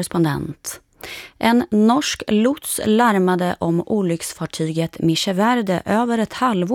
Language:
Swedish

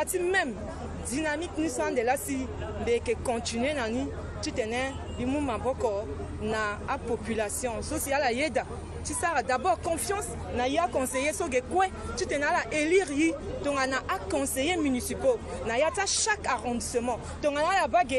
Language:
Sango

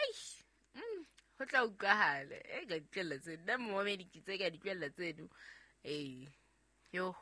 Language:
Southern Sotho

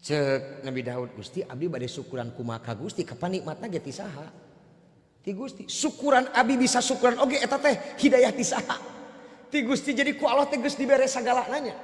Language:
Sundanese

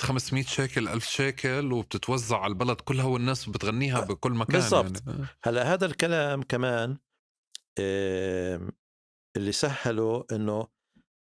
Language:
North Levantine Arabic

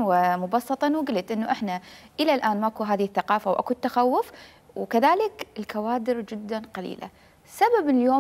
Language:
Mesopotamian Arabic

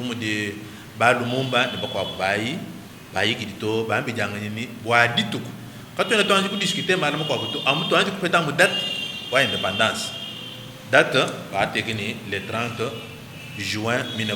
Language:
Luba-Lulua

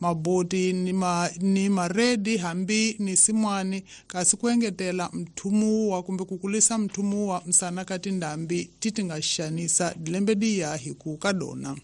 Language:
Tsonga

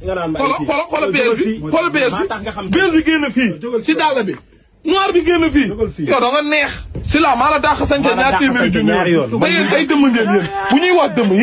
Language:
Wolof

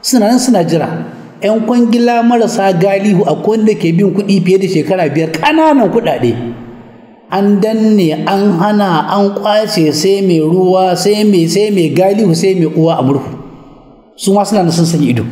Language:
Hausa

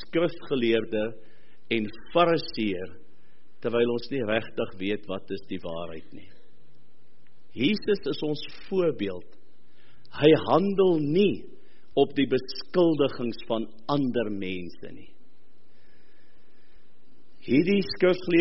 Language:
Afrikaans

